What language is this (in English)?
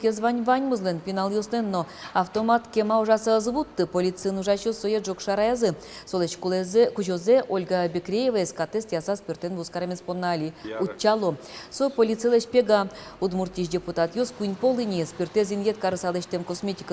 Udmurt